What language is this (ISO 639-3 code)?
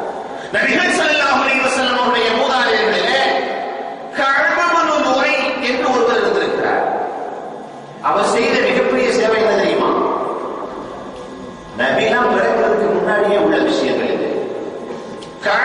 tam